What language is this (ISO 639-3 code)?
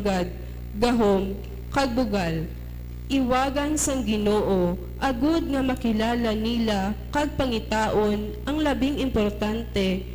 hil